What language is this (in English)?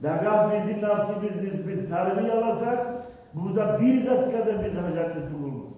Kumyk